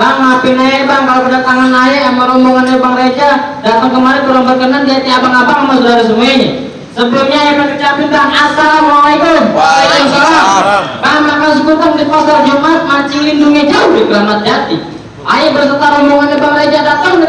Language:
Betawi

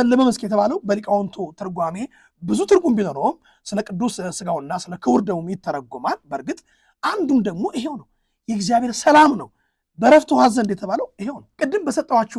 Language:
Amharic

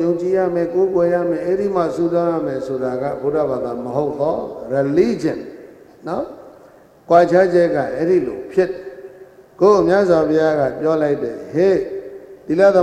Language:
Burmese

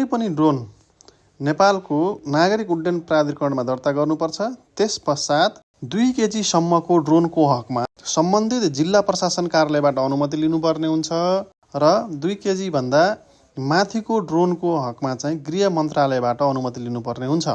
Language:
Nepali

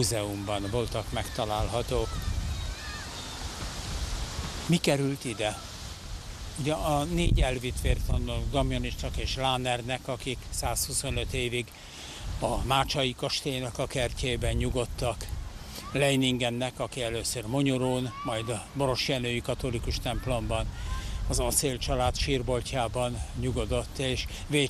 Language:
Hungarian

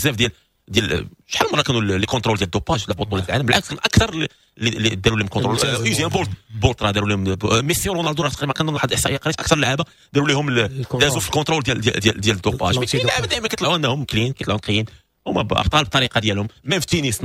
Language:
Moroccan Arabic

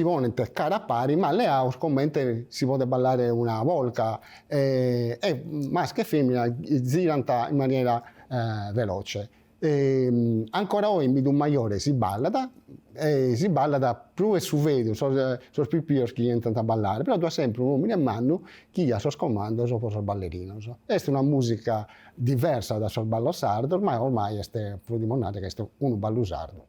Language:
Sardinian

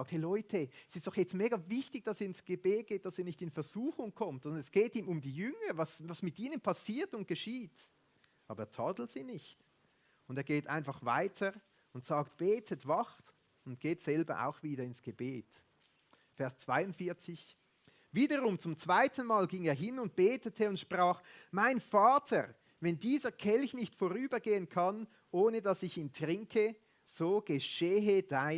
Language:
Swiss German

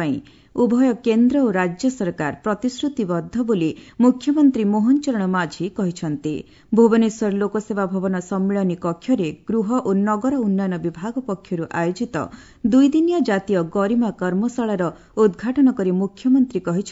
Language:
Odia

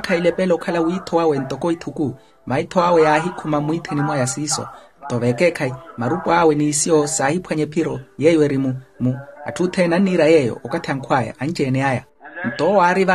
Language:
Makhuwa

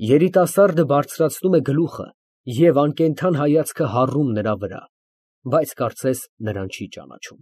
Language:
Armenian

